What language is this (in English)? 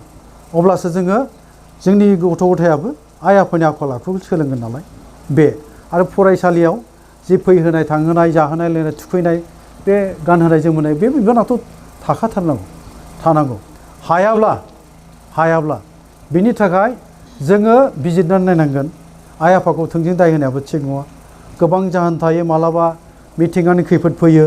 Bodo